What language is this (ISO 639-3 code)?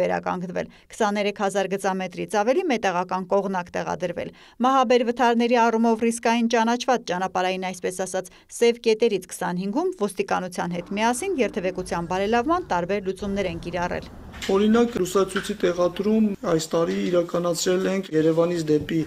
hye